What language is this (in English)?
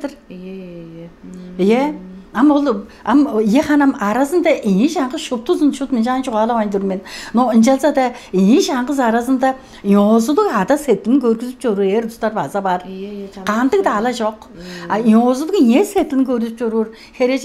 Tuvinian